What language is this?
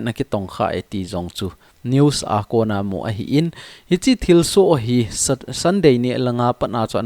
Thado Chin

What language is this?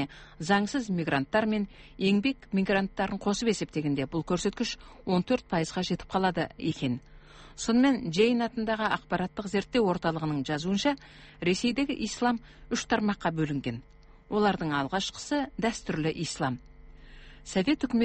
Kazakh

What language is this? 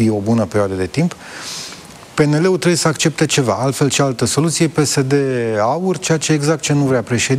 Romanian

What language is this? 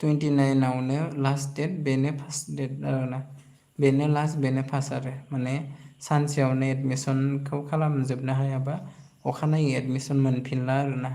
Bodo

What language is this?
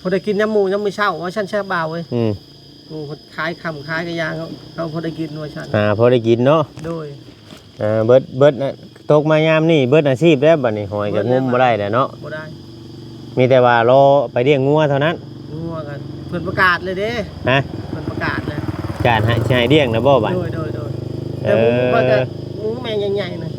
Northeastern Thai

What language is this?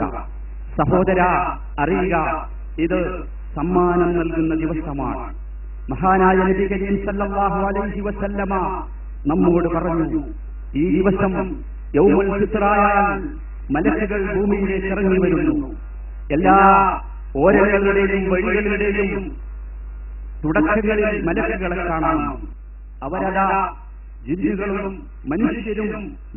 Malayalam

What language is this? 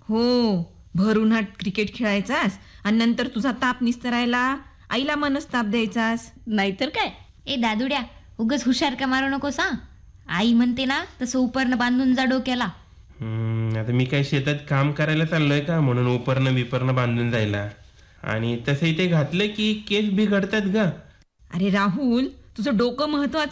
Marathi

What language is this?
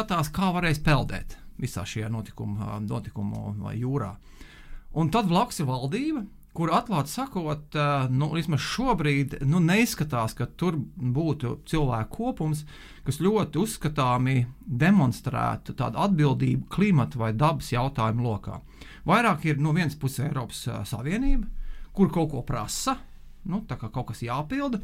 Latvian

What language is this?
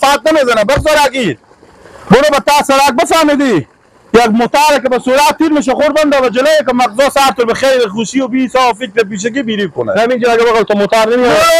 Persian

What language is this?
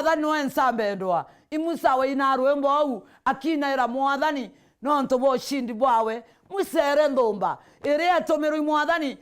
Meru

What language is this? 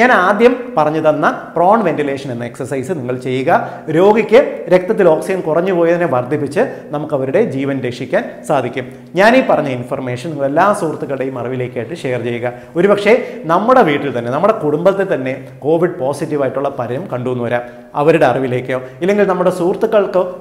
Malayalam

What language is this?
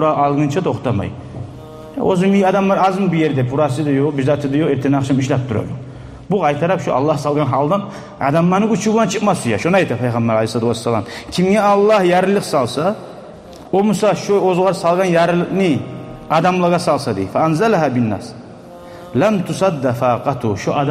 Kumyk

